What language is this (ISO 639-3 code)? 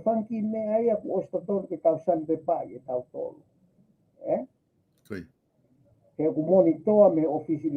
ton